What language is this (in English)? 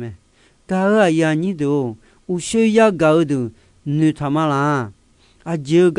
Akha